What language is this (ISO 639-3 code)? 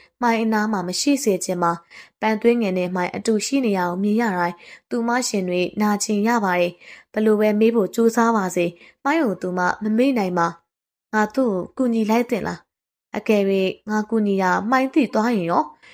mya